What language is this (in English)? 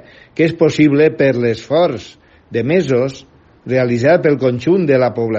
Catalan